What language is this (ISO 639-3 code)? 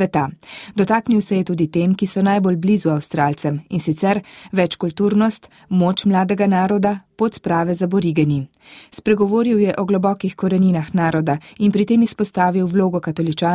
slv